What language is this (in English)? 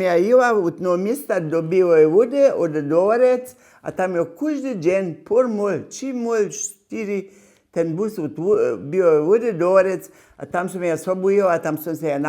Upper Sorbian